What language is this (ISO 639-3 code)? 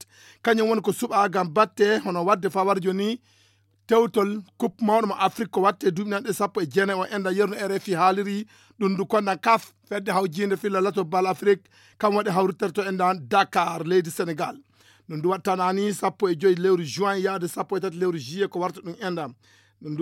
ful